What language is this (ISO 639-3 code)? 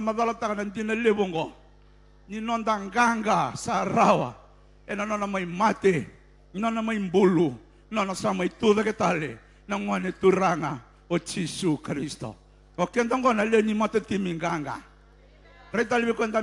fij